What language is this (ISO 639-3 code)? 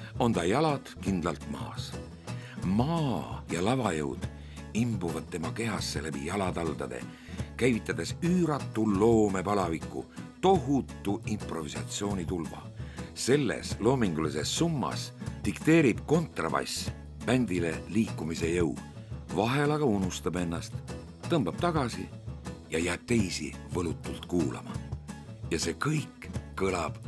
est